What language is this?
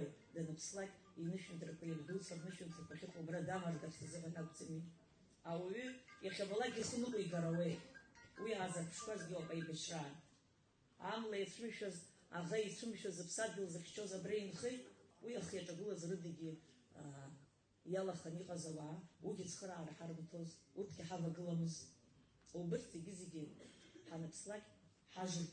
Abkhazian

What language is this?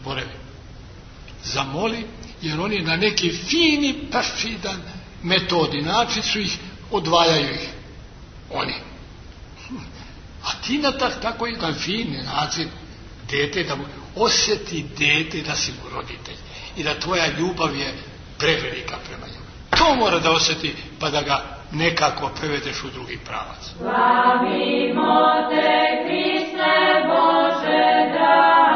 Serbian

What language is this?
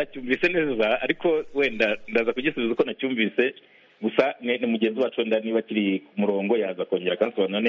Kinyarwanda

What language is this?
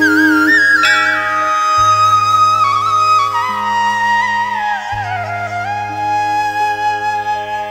Malayalam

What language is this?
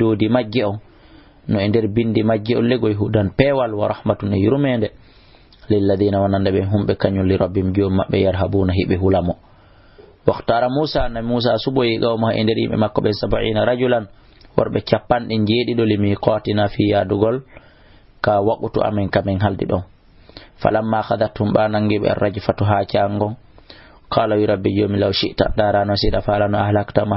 Fula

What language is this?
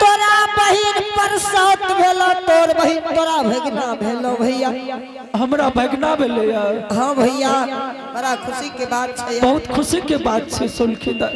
Angika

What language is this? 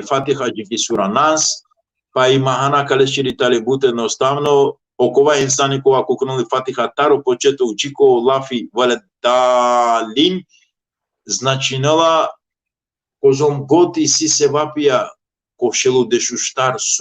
Balkan Romani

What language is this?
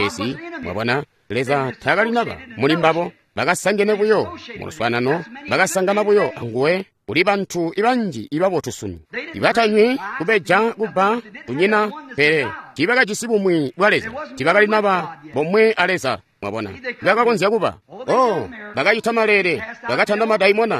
Tonga (Zambia)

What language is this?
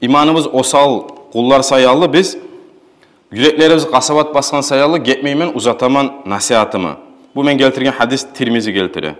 Kumyk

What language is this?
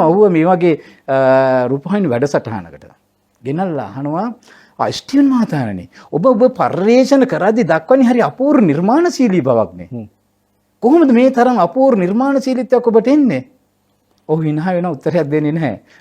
Sinhala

